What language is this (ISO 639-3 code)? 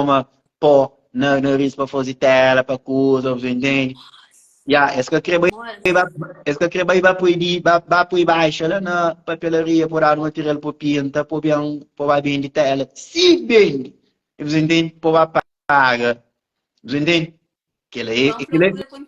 kea